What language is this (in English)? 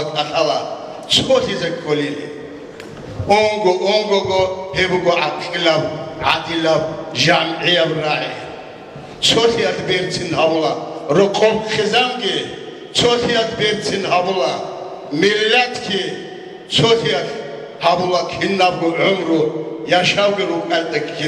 Avaric